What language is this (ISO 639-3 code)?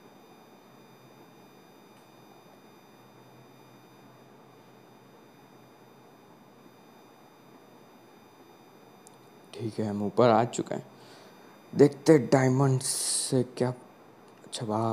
hin